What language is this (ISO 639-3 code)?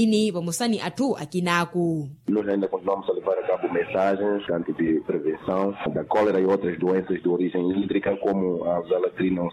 vmw